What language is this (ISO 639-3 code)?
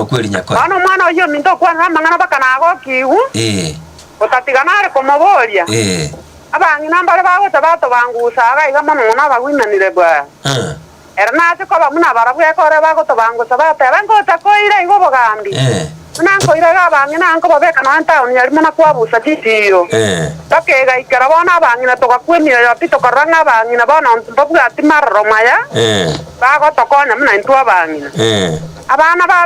guz